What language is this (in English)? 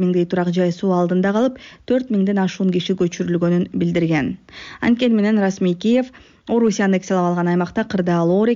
Kyrgyz